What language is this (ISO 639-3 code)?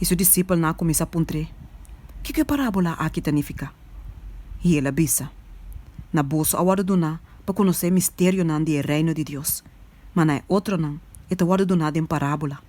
pap